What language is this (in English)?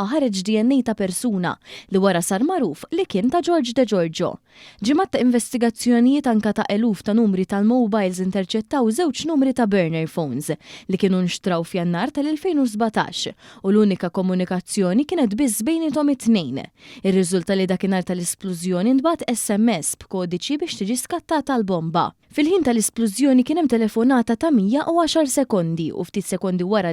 Maltese